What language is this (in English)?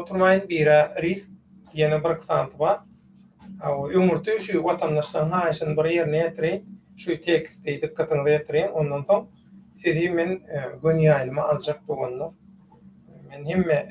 Turkmen